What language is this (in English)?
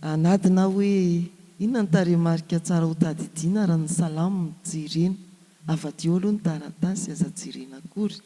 Malagasy